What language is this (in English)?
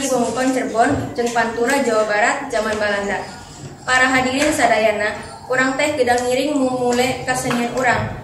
Sundanese